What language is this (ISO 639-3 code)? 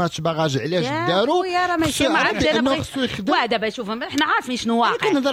ary